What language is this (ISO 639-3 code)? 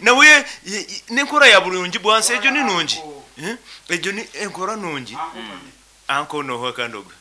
nyn